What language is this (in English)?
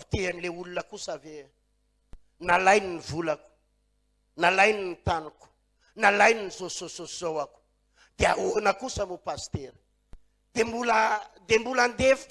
Malagasy